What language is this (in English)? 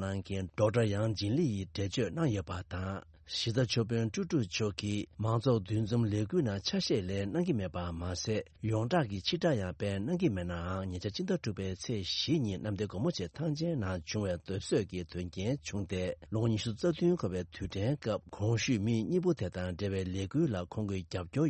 Tibetan